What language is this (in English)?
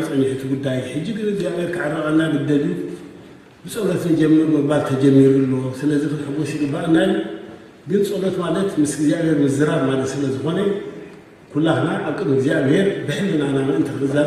Tigrinya